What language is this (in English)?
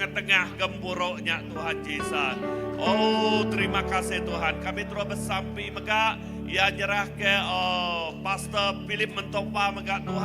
Iban